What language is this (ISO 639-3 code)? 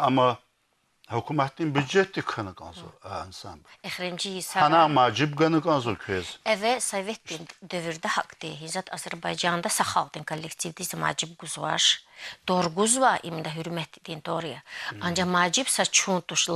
lez